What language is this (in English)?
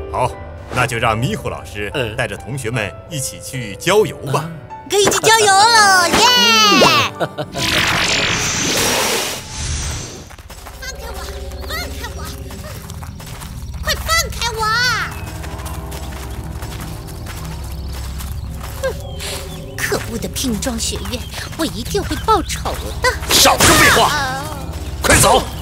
Chinese